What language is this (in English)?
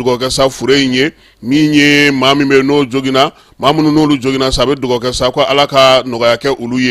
Bambara